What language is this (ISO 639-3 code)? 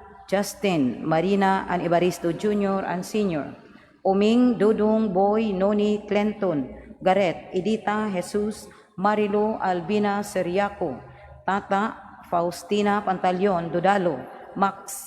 ceb